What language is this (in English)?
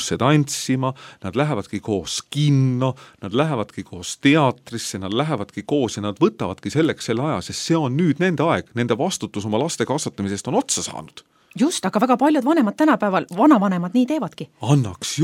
Estonian